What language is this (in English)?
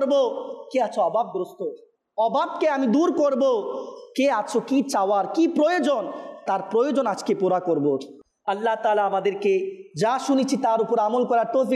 Bangla